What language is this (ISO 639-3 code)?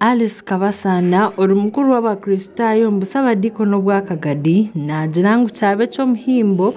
nyn